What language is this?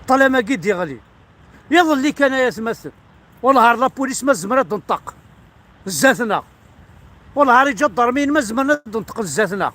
Kabyle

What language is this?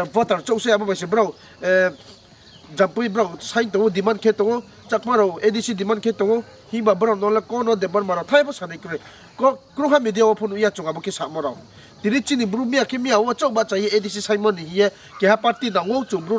Riang (India)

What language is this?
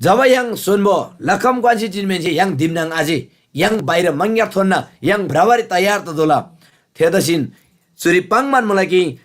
Eastern Tamang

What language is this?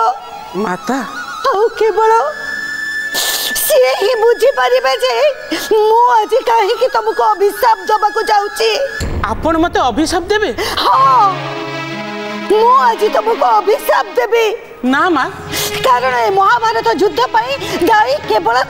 Odia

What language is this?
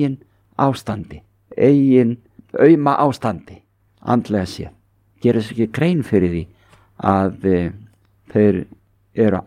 Icelandic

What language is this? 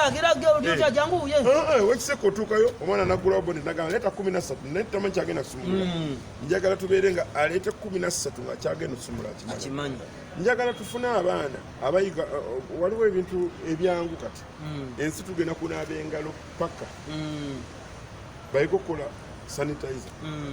Ganda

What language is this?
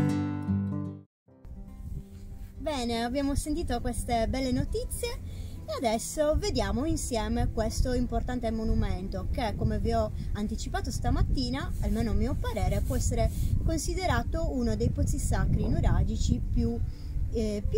Italian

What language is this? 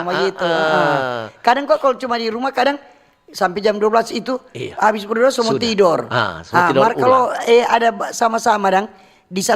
Manado Malay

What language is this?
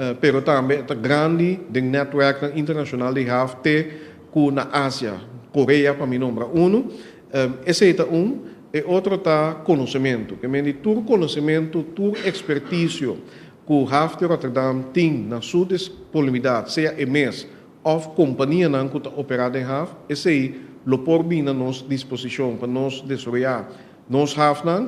Papiamento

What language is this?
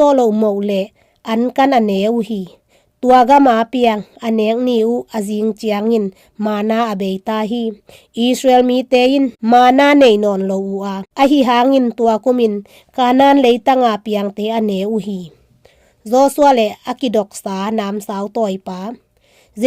Tedim Chin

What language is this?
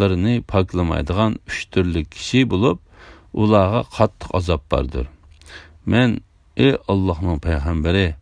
Uyghur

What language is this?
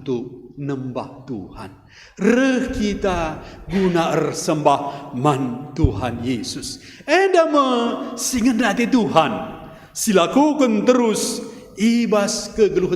Batak Karo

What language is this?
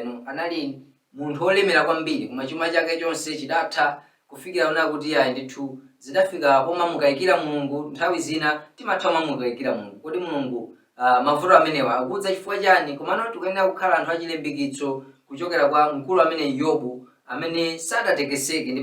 Nyanja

